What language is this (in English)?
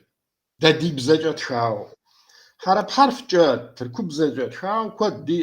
Kabardian